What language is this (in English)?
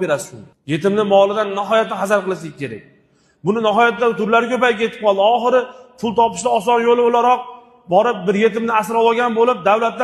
Uzbek